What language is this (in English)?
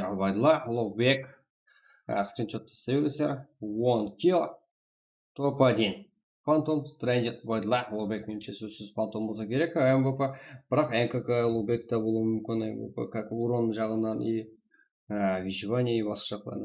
Kara-Kalpak